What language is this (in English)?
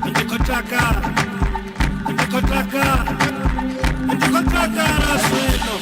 Venda